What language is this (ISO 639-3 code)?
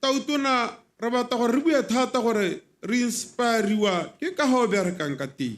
tsn